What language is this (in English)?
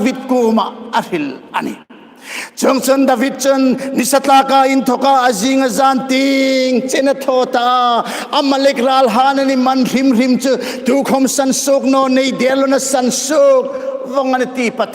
Hmar